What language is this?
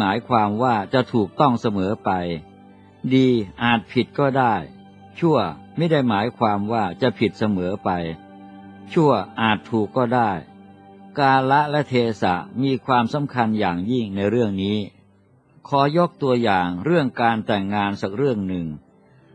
Thai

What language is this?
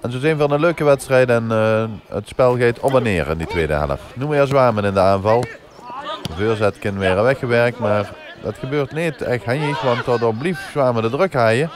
Limburgish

